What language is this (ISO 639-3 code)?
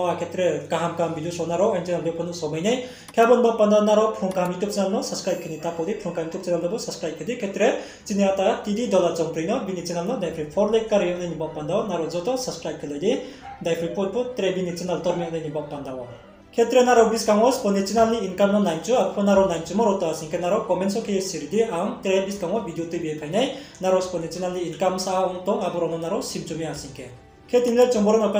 ria